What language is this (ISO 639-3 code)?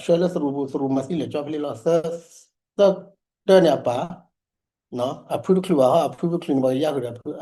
ksw